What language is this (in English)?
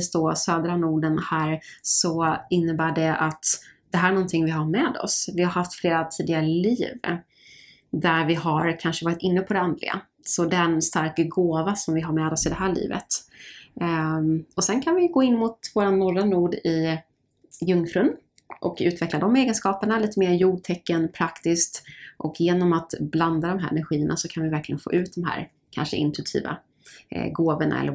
Swedish